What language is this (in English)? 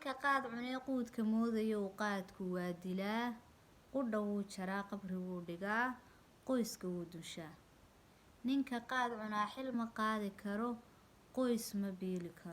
Somali